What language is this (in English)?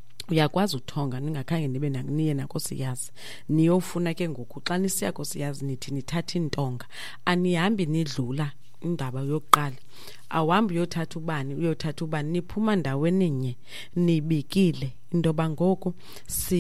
Xhosa